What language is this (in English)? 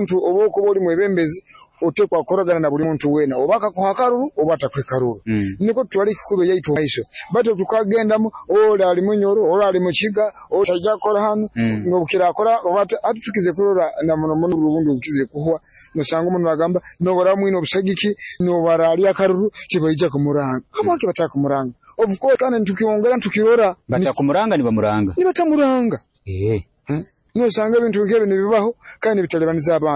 Nyoro